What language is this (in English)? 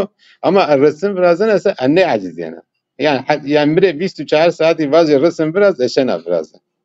Zaza